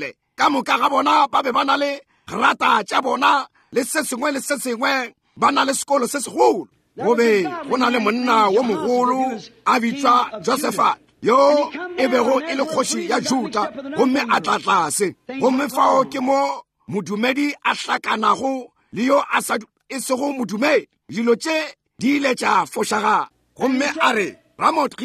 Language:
Northern Sotho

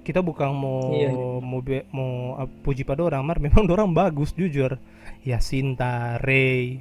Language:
Manado Malay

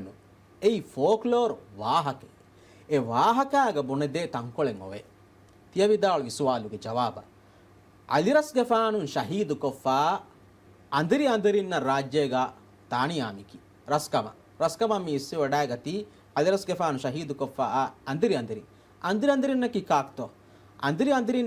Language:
Divehi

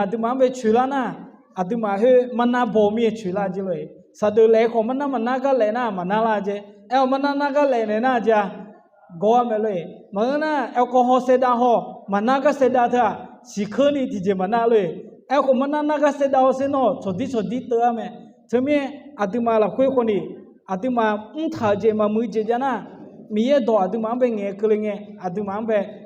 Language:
Akha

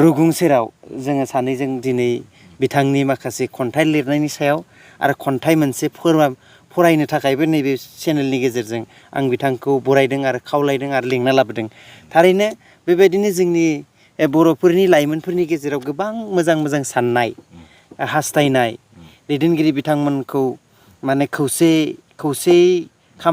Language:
Bodo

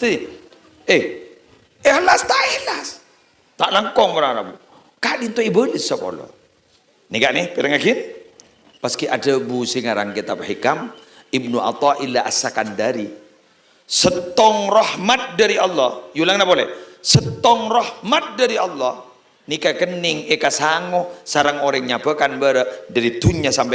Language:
Madurese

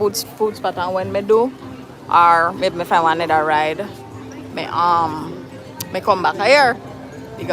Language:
Jamaican Creole English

